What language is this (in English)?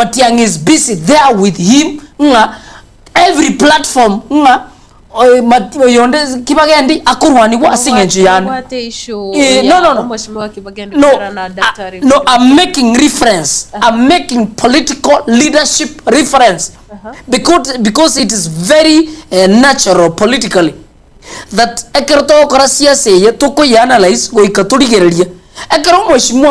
Gusii